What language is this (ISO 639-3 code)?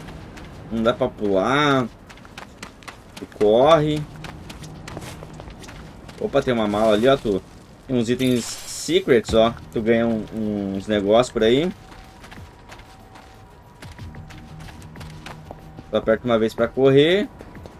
por